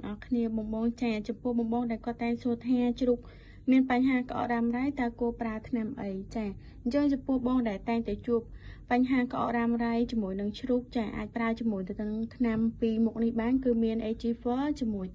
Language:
Khmer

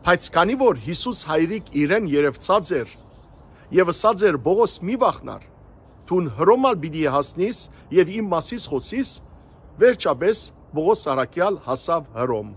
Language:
Western Armenian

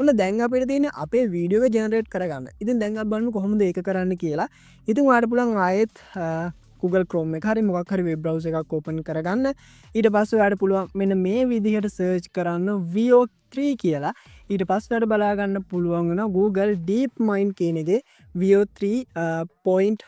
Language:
Sinhala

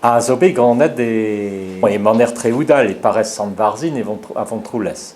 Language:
Breton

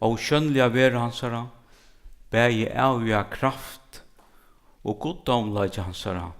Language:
Faroese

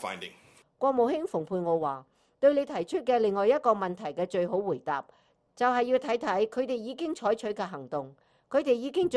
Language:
Cantonese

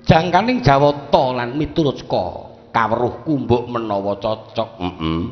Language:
Javanese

